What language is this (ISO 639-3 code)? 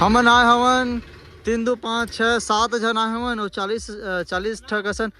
hne